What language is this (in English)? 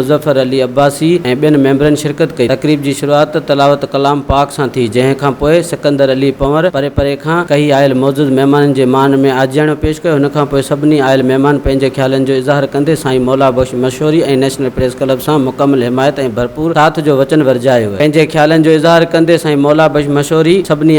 Sindhi